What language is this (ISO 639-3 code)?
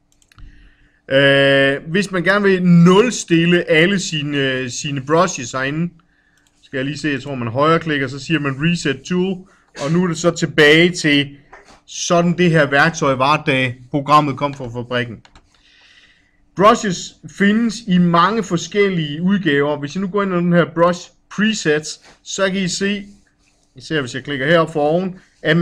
dan